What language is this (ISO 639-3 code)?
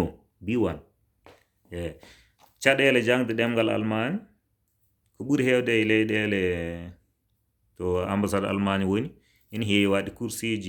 ful